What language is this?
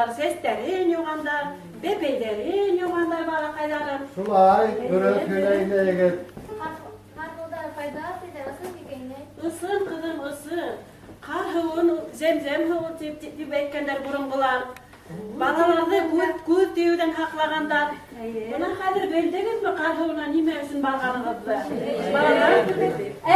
Bashkir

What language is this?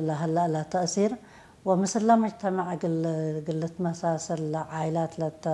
Tigrinya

